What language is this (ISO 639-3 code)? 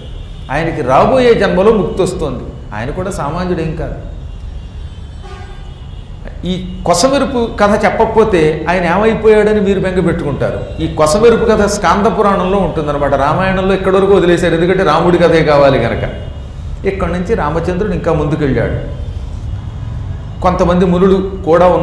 tel